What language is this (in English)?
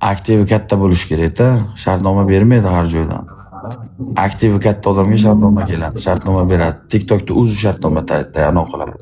Uzbek